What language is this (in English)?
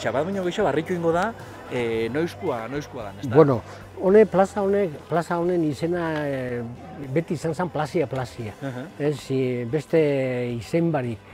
Basque